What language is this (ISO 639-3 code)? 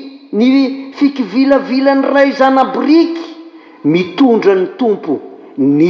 mlg